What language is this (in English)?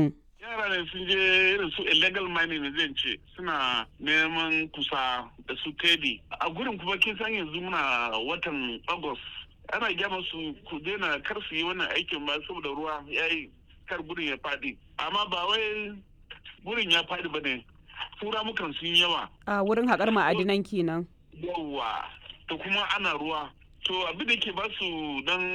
Hausa